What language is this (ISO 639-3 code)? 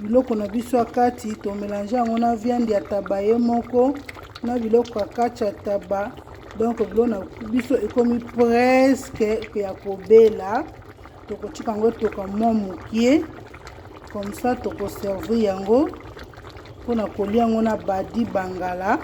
lin